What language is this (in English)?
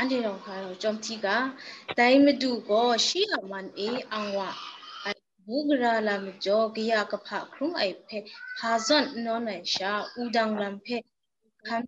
Kachin